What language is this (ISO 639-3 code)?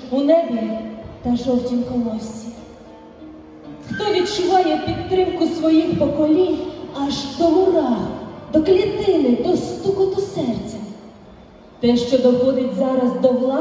ukr